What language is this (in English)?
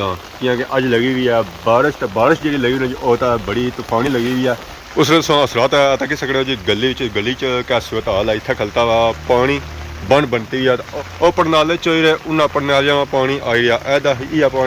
Pahari-Potwari